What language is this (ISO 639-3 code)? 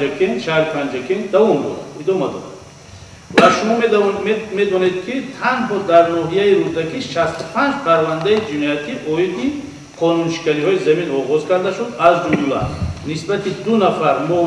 tgk